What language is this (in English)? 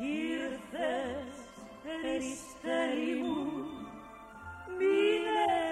Greek